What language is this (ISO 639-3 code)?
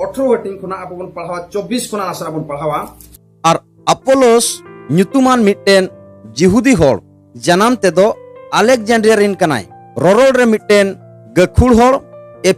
sat